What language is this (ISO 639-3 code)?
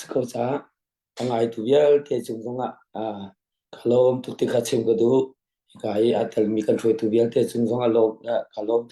cnh